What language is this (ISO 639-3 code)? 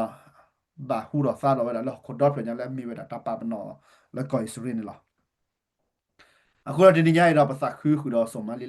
ksw